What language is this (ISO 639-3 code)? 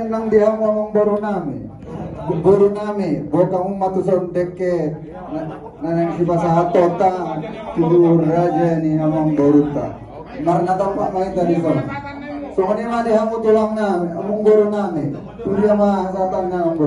bbc